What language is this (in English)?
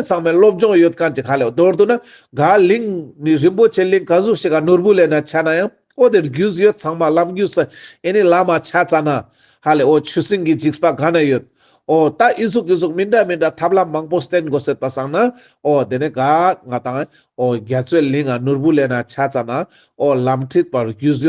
Ladakhi